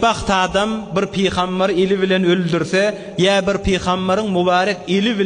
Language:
Turkmen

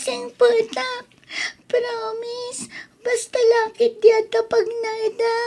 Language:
Iloko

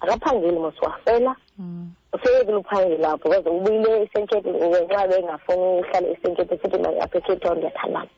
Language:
Xhosa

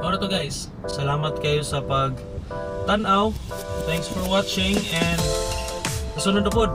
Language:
Cebuano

